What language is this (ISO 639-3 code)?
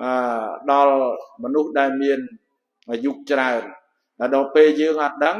khm